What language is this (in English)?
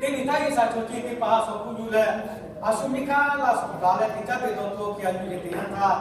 Lahu